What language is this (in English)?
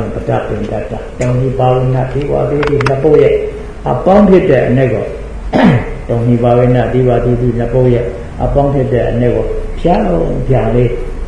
Burmese